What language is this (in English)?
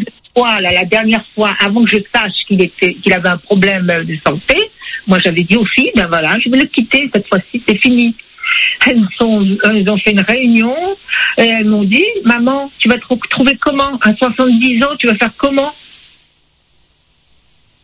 French